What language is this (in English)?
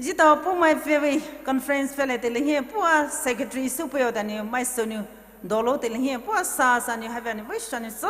Poumei Naga